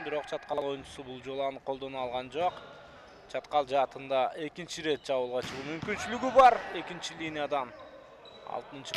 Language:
Kyrgyz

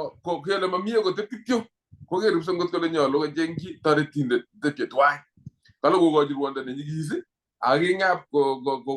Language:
Kalenjin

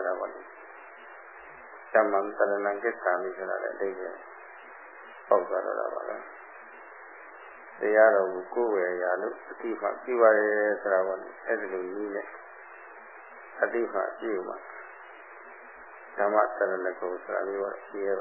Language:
Burmese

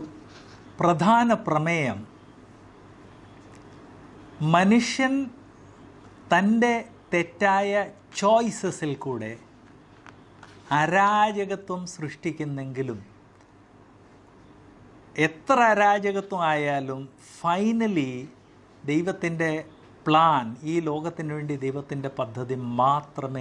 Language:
Malayalam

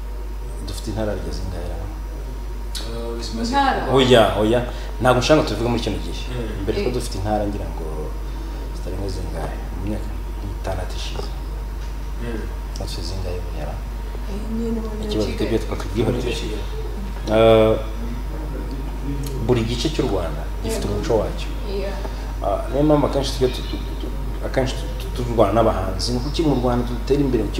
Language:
Kinyarwanda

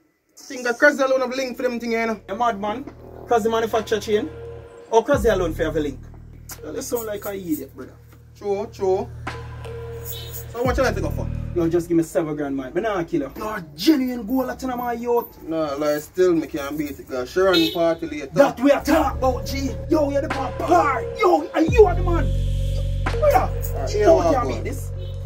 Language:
Jamaican Creole English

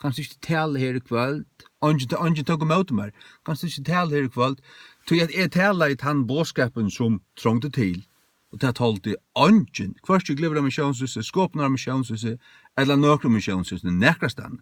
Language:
Faroese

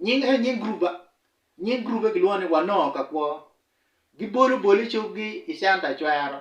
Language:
Acoli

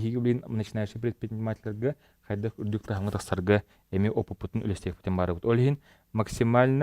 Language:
Yakut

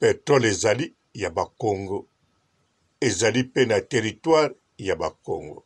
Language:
Lingala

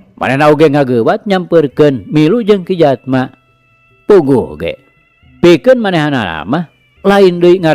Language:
Sundanese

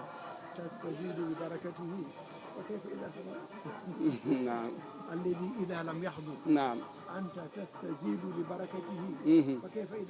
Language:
Fula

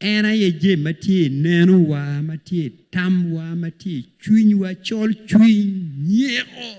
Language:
Acoli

